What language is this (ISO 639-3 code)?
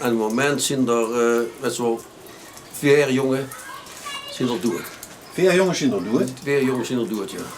lim